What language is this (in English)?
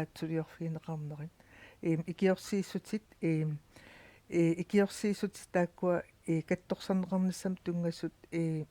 Kalaallisut